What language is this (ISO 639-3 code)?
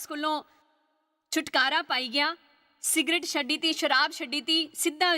doi